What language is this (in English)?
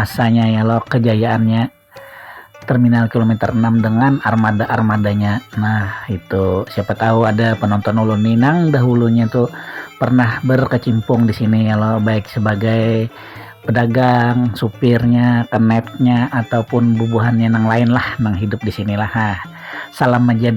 Banjar